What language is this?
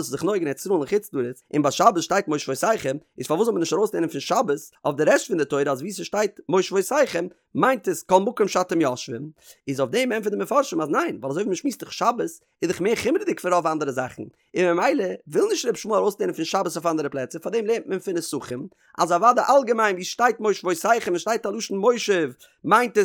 Yiddish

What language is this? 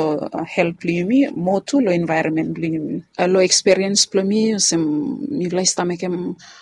Bislama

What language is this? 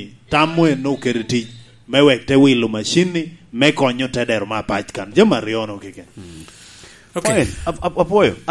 Lango (Uganda)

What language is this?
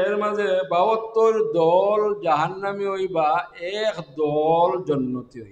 Sylheti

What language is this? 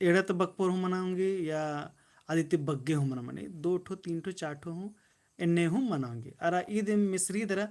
Kurukh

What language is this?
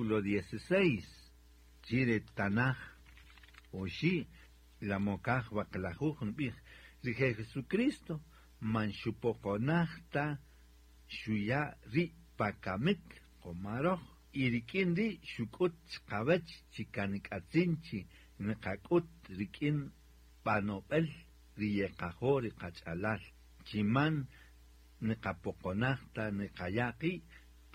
Kaqchikel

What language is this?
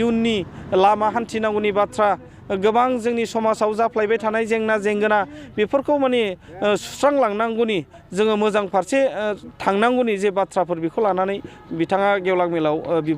Bodo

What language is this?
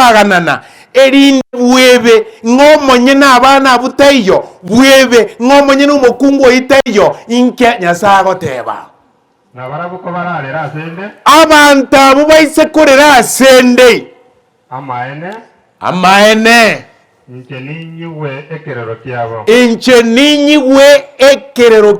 Gusii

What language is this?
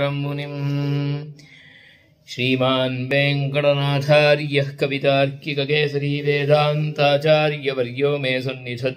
Sanskrit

